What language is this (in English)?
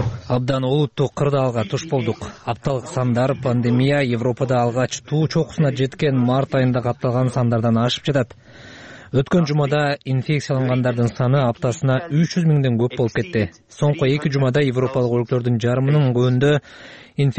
Kyrgyz